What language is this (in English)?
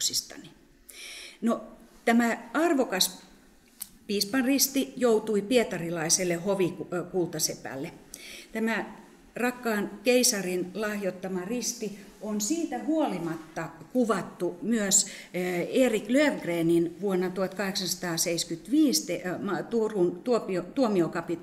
Finnish